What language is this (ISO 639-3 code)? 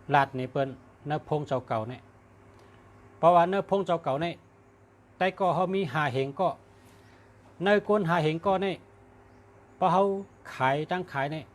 shn